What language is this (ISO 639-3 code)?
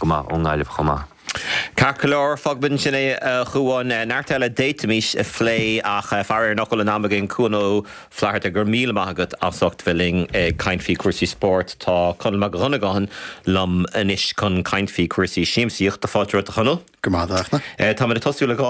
gle